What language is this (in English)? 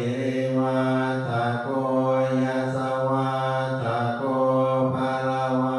Pali